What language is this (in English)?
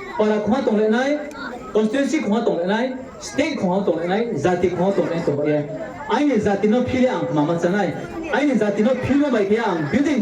Riang (India)